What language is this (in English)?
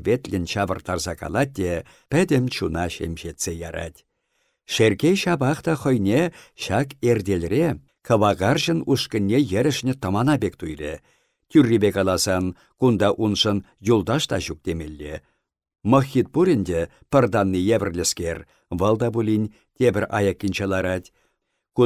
Chuvash